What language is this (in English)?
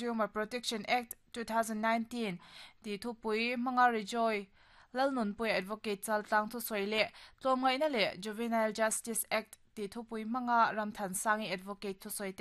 Mizo